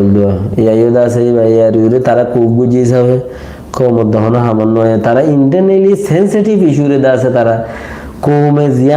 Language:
Rohingya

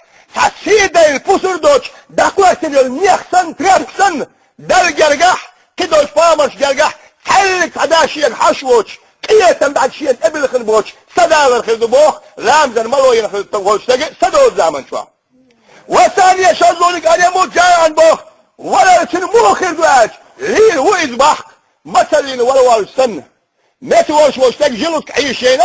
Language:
Chechen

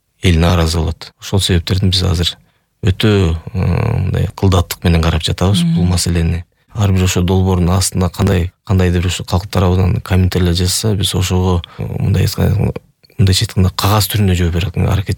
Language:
Kyrgyz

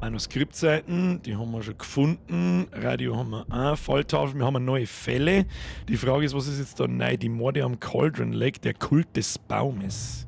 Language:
Bavarian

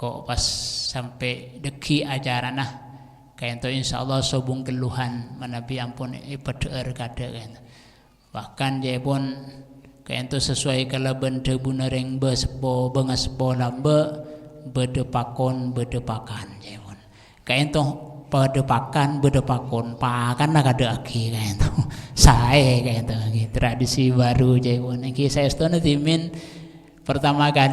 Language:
Madurese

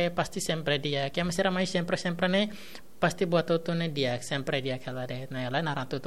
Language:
Tetum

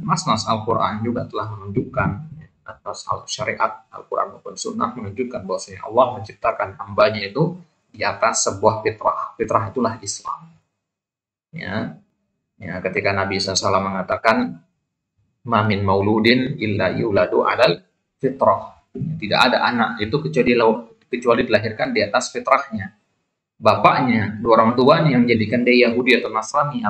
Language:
Indonesian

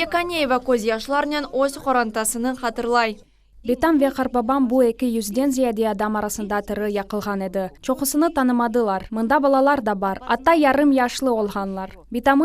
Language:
Crimean Tatar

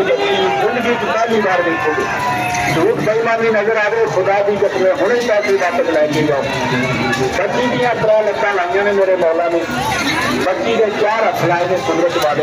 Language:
Saraiki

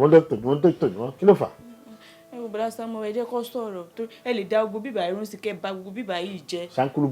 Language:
Yoruba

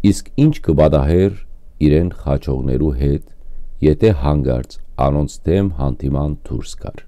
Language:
Western Armenian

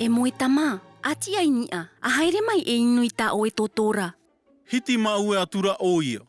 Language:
Tahitian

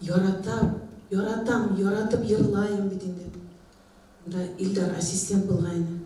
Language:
Bashkir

